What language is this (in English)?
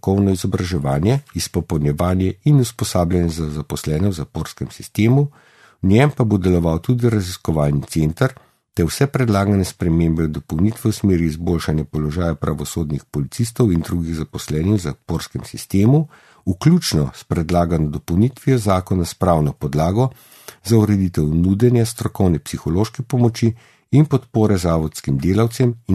Slovenian